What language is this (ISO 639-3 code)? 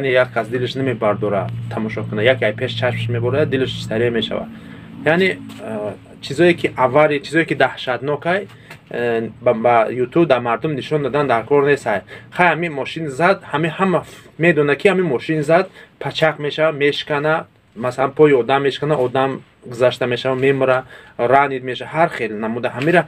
tgk